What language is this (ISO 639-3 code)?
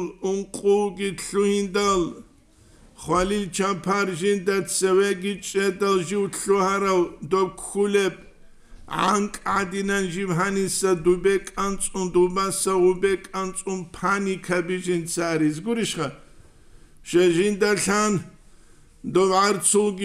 ava